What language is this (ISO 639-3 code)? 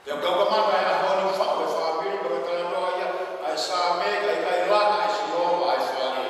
ton